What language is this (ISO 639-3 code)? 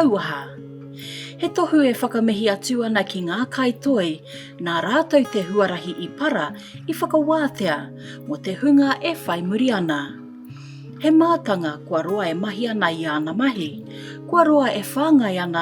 mri